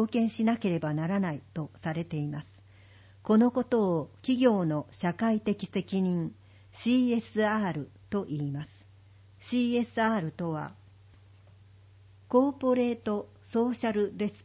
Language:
Japanese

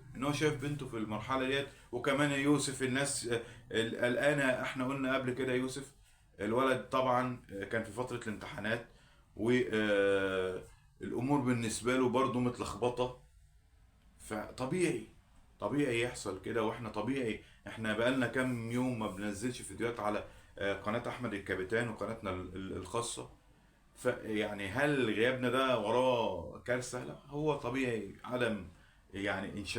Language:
Egyptian Arabic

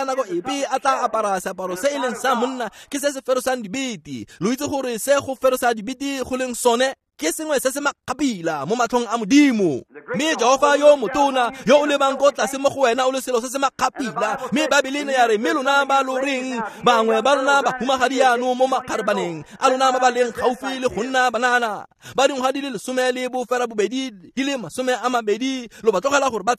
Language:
Tswana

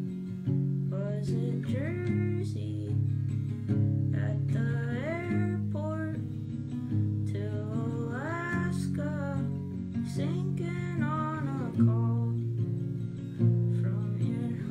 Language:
English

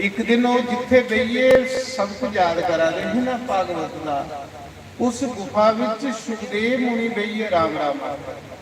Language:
Dogri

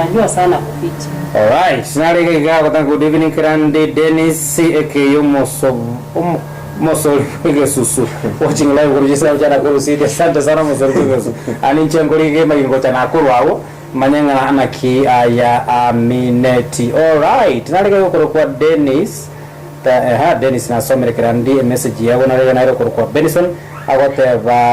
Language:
Gusii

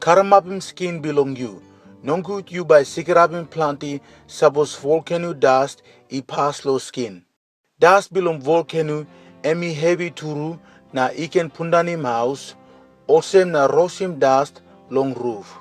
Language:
Tok Pisin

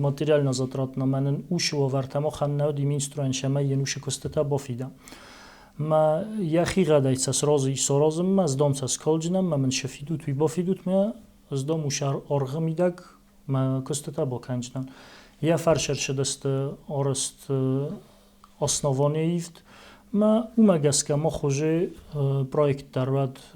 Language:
Ossetic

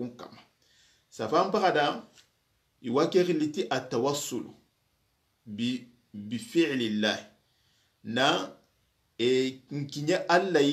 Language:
Soninke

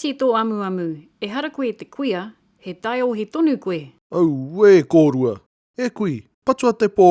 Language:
Māori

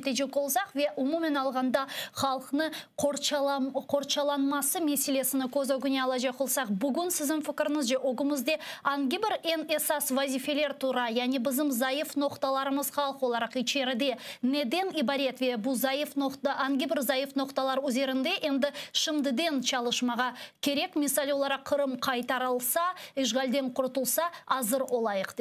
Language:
Crimean Tatar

